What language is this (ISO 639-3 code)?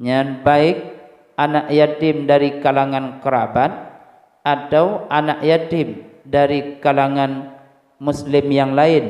ace